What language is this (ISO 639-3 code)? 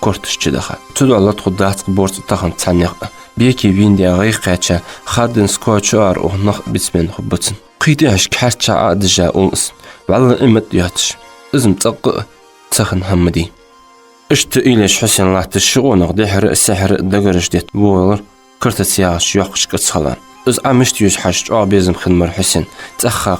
inh